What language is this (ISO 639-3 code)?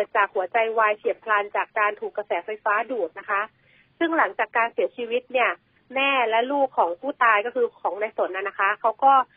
tha